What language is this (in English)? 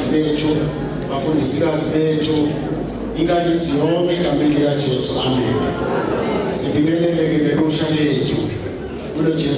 Zulu